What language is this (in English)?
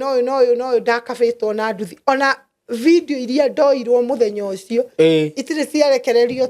Kikuyu